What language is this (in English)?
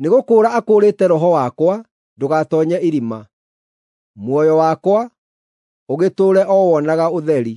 Kikuyu